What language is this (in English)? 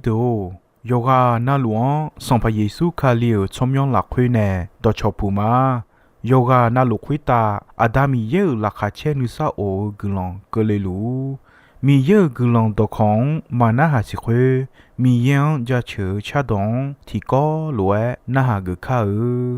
Akha